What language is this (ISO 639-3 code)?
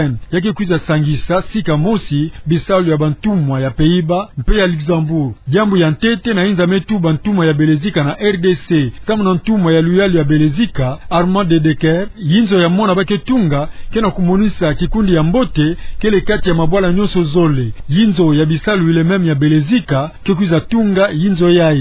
ktu